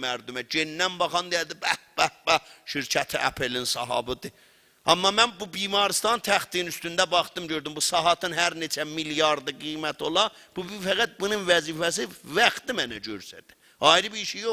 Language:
South Azerbaijani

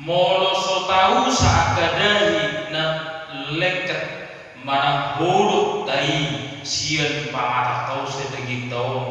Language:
Batak Toba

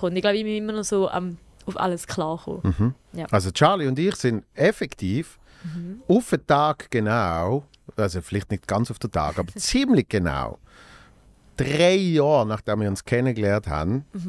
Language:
Swiss German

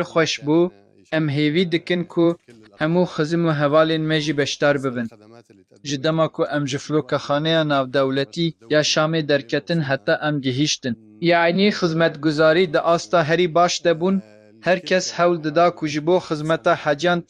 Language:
Kurdish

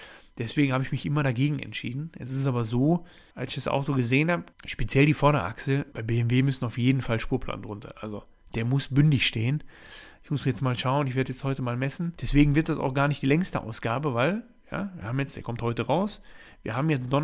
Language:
German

